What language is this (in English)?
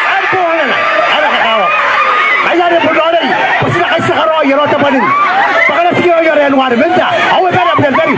Gilbertese